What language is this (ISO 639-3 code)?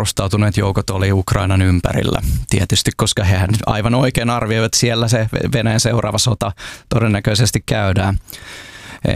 fin